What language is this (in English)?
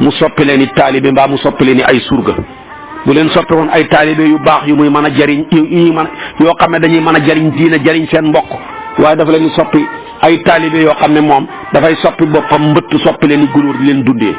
Wolof